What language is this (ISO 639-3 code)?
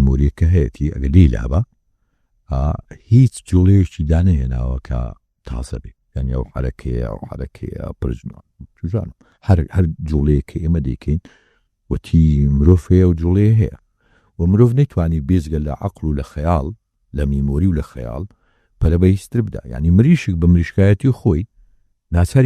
ckb